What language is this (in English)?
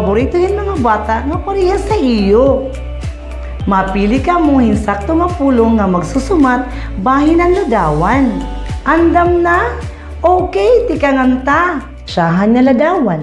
Waray